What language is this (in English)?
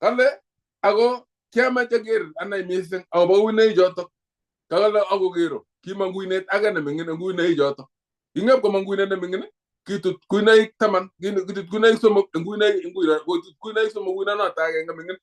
Kalenjin